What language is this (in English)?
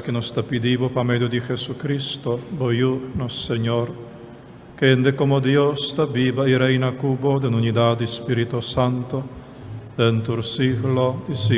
Papiamento